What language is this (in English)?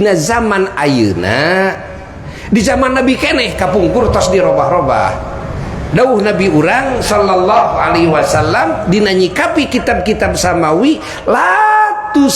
Sundanese